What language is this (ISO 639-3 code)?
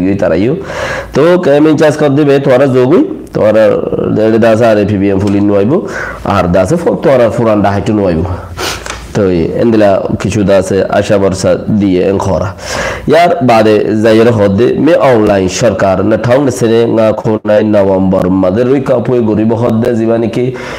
rhg